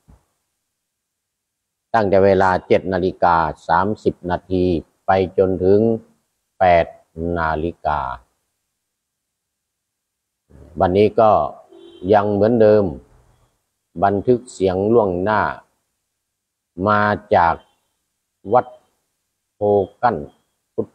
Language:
Thai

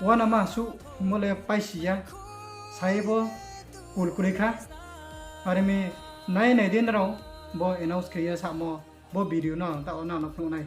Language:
Riang (India)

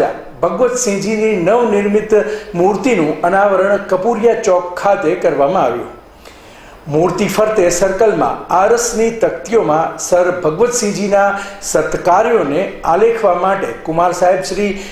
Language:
Gujarati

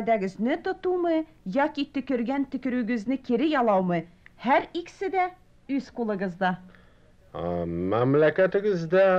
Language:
Tatar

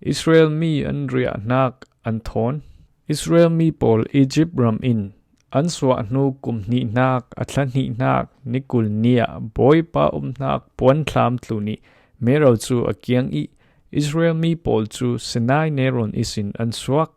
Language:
Falam Chin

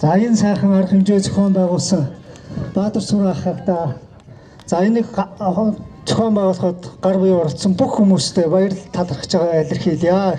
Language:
Mongolian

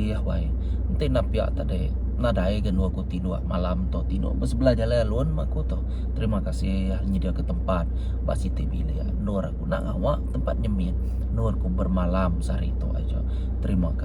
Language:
Iban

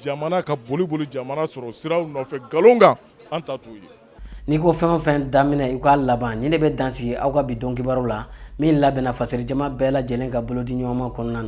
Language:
Bambara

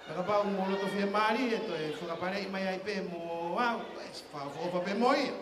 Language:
Tongan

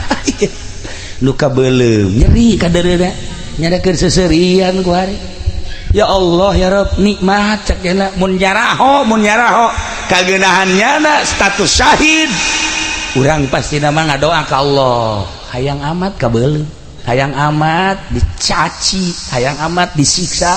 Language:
Sundanese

